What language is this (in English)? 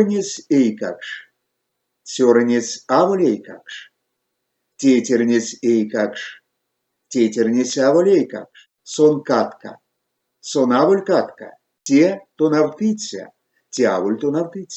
Erzya